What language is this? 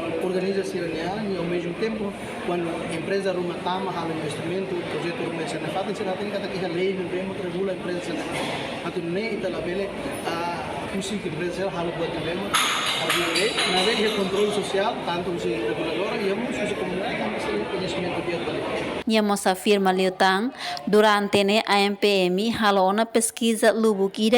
Tetum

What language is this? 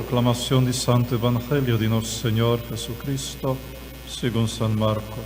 Papiamento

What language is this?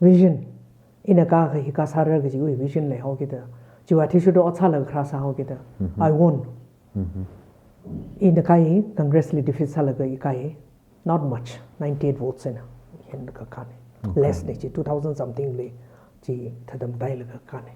Tangkhul Naga (India)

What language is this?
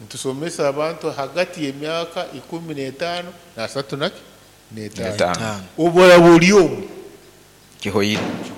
Nyoro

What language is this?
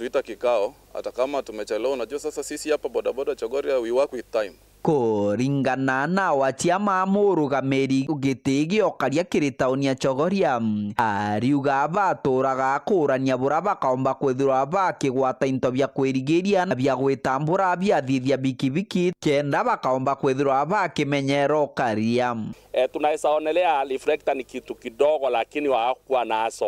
Meru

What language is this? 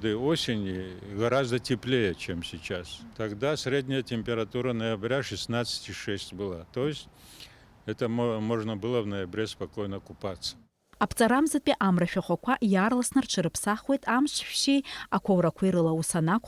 Abkhazian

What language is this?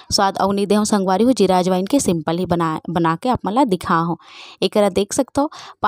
Chhattisgarhi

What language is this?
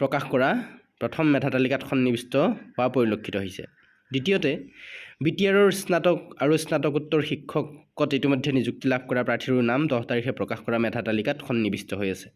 Assamese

